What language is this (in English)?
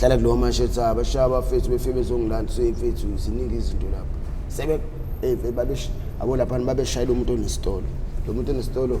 Zulu